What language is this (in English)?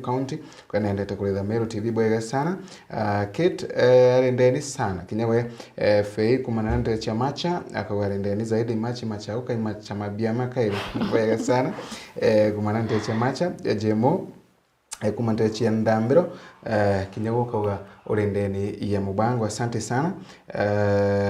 Meru